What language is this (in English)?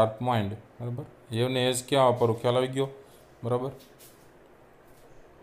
Gujarati